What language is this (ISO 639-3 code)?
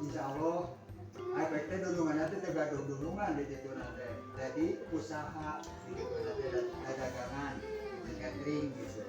sun